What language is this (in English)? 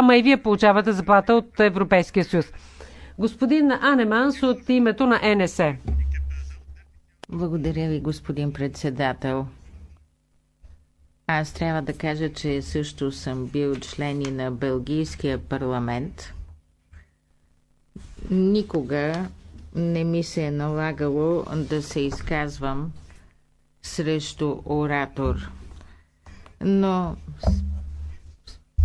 Bulgarian